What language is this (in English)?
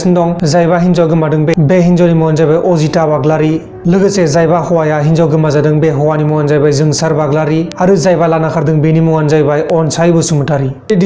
Bodo